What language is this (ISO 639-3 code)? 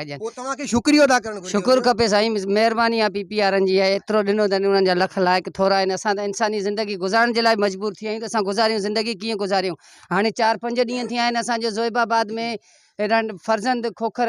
snd